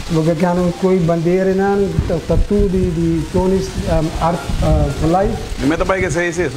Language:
Papiamento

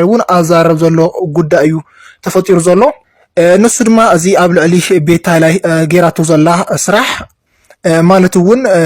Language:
Tigrinya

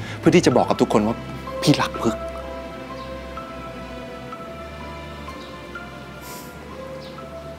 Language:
Thai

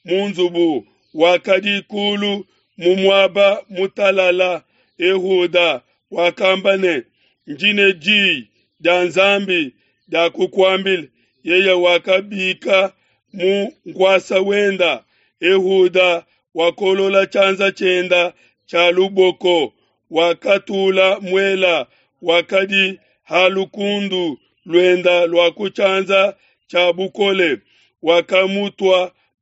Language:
Luba-Lulua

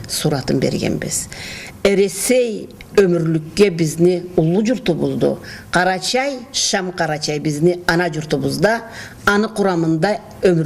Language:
Karachay-Balkar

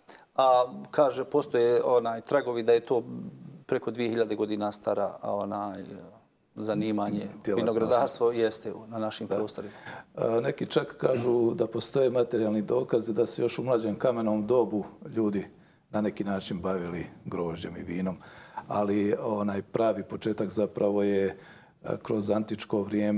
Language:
Bosnian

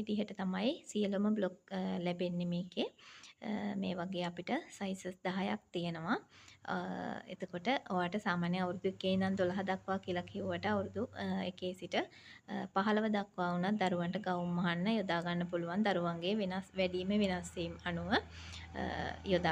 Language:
Sinhala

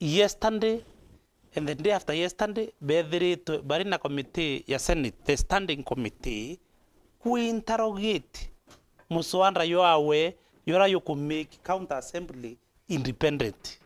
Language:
Meru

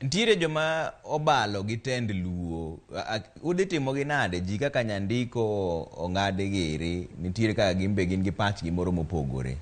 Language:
Luo (Kenya and Tanzania)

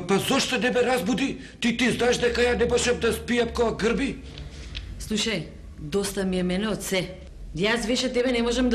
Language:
Macedonian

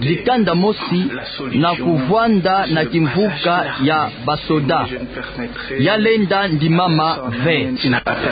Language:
Kituba (Democratic Republic of Congo)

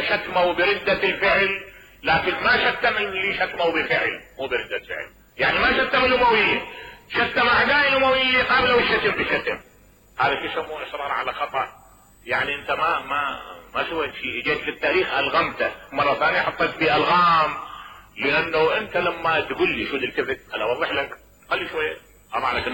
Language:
Mesopotamian Arabic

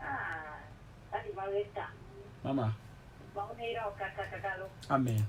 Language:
Ewe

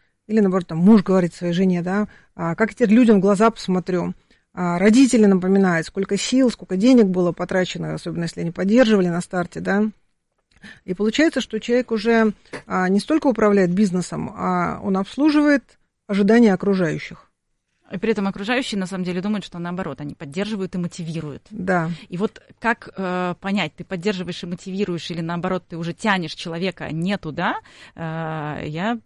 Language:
Russian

